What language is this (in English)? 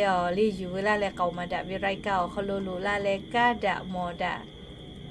Lahu